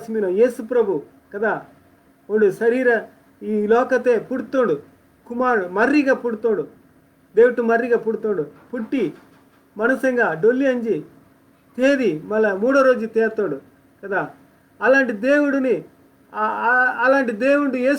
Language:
Koya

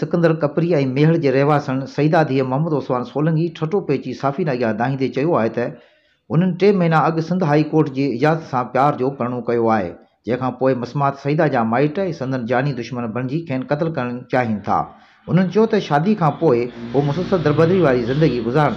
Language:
Sindhi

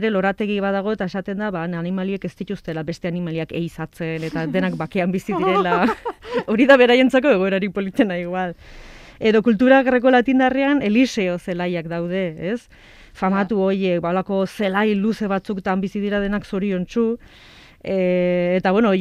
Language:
Basque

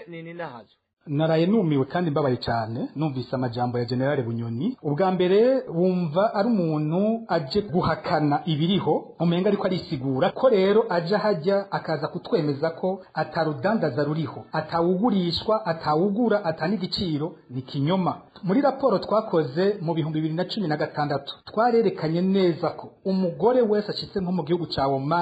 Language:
Rundi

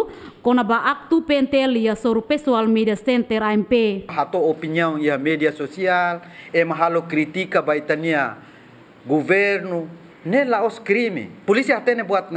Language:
Tetum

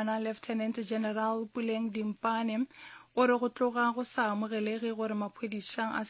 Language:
Northern Sotho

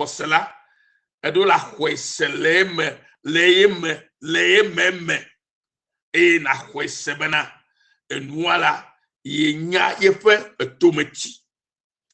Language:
Ewe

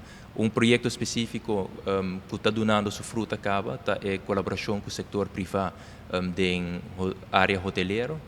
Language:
Papiamento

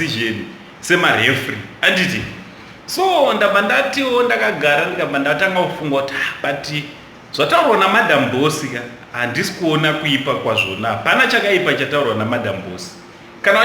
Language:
Shona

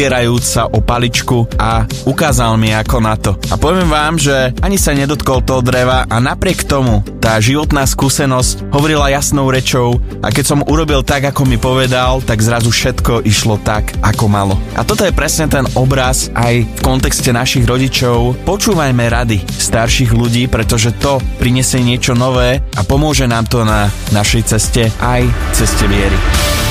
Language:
Slovak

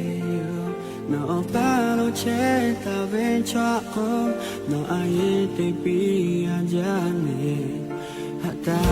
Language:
Lahu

